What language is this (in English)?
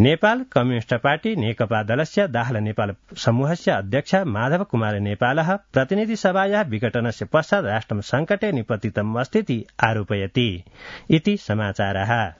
Sanskrit